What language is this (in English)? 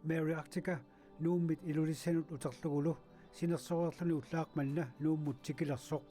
Kalaallisut